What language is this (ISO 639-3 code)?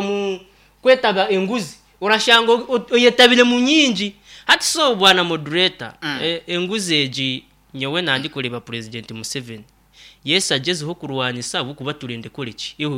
nyn